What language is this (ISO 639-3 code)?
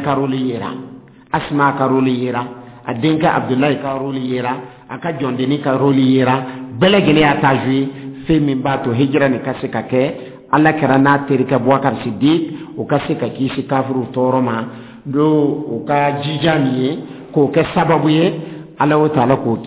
dyu